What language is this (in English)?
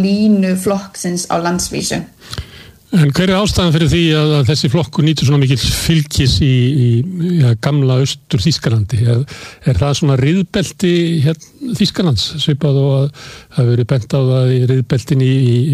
Icelandic